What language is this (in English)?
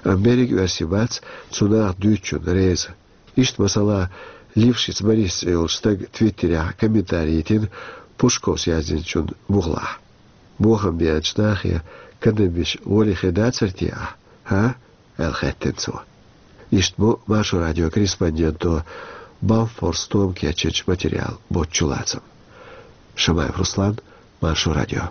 Chechen